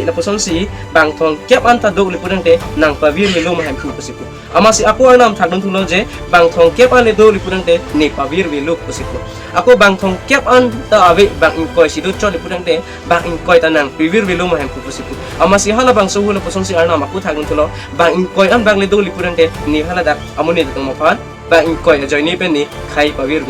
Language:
Karbi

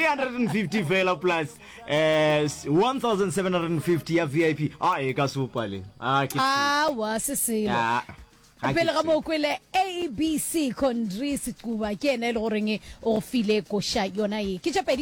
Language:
Northern Sotho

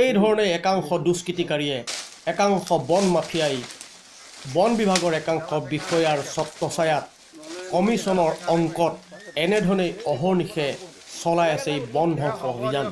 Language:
Assamese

